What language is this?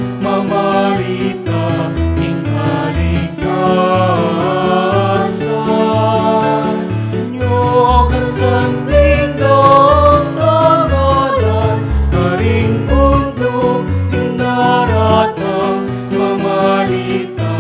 Pampanga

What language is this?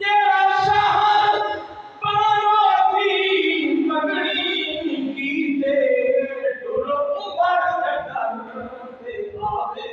Saraiki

